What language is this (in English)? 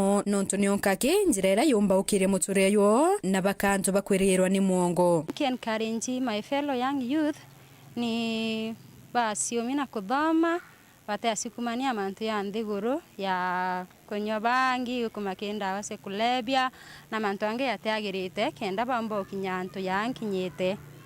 Meru